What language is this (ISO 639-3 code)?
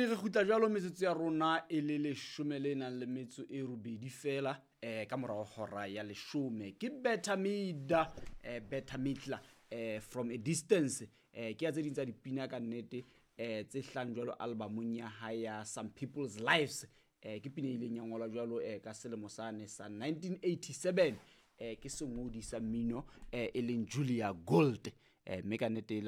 sot